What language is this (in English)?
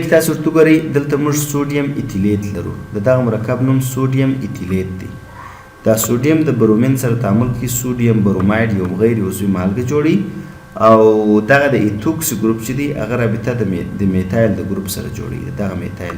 Pashto